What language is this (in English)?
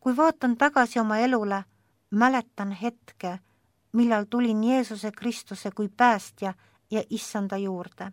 Estonian